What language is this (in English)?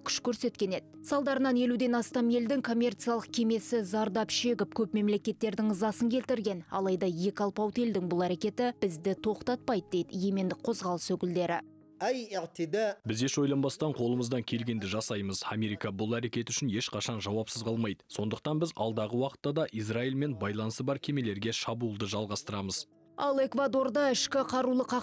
Kazakh